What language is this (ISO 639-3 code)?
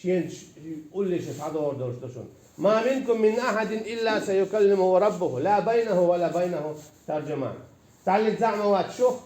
che